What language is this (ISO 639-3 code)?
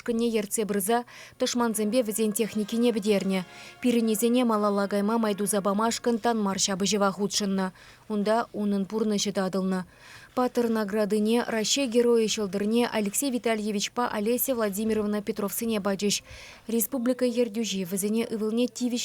chv